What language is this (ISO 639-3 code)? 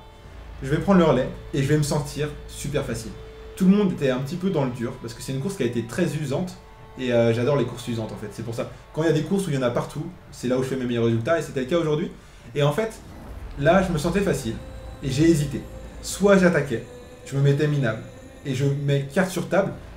fra